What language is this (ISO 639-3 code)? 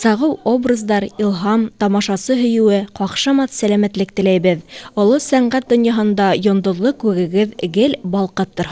bak